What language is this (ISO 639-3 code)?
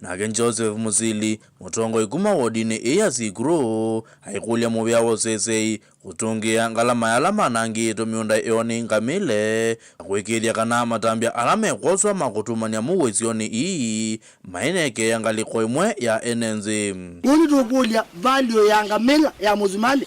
kam